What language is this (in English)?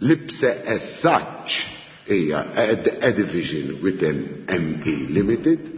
Maltese